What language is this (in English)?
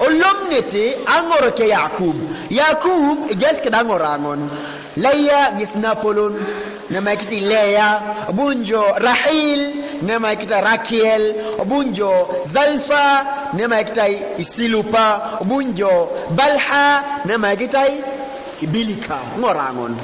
Teso